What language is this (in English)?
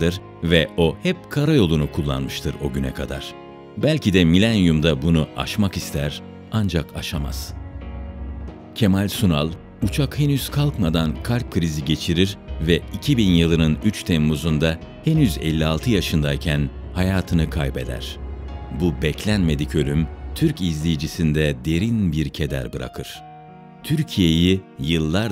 Turkish